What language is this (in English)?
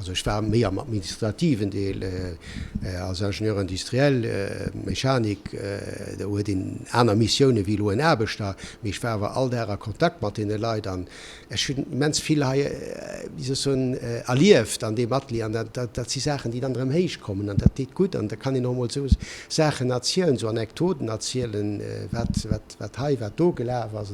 Luxembourgish